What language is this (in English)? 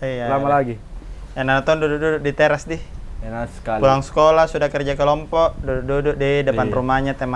Makassar Malay